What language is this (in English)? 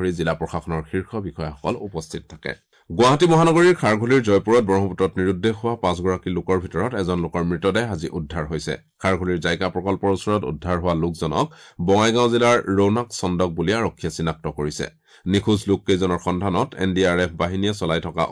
Assamese